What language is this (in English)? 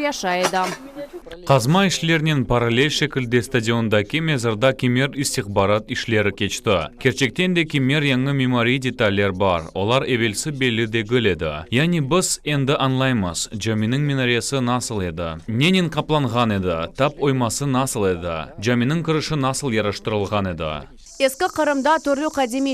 Crimean Tatar